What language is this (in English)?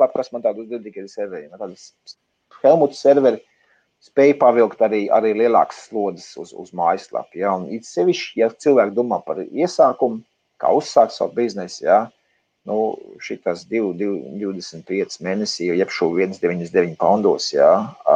Latvian